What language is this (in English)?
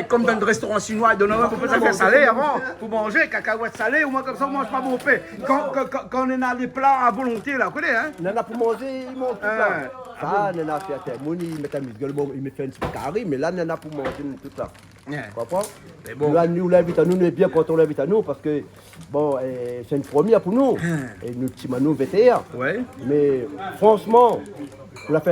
Réunion Creole French